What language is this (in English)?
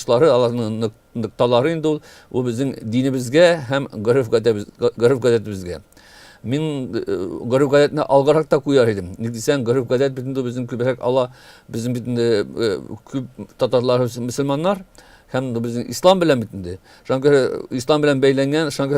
Tatar